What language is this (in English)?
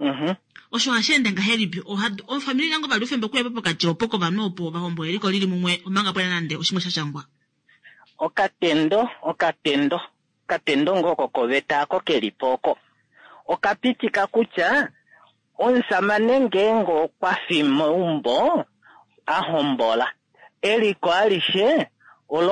Kuanyama